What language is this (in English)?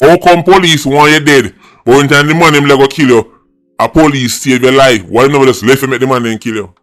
Jamaican Creole English